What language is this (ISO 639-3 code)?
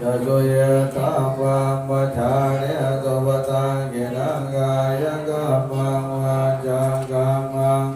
pli